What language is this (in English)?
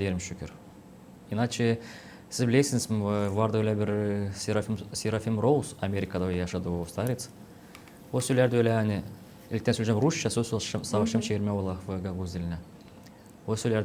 Gagauz